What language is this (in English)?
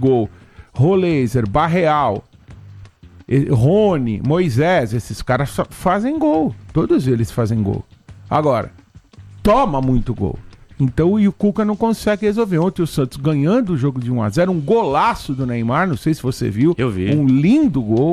Portuguese